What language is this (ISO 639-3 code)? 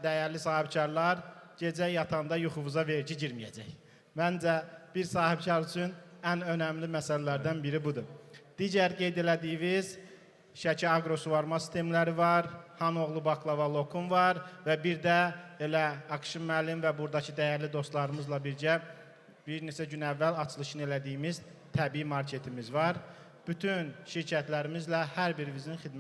aze